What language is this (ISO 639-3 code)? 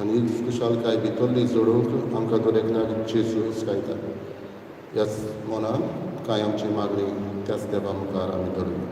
kok